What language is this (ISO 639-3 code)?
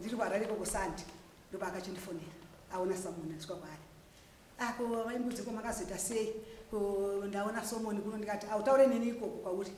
sna